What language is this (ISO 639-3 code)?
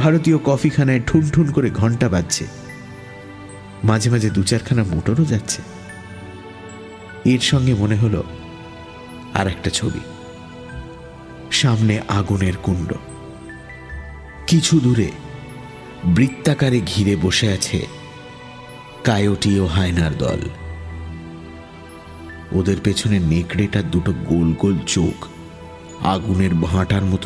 ben